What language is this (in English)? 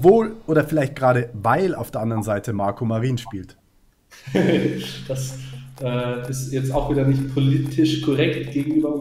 German